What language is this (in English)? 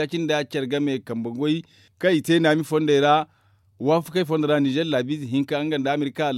Zarma